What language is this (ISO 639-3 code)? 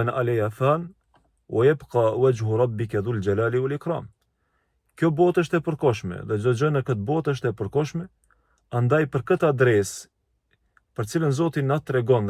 sqi